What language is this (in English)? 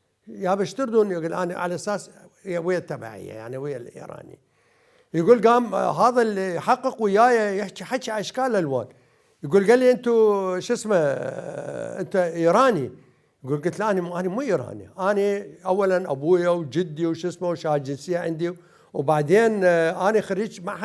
Mesopotamian Arabic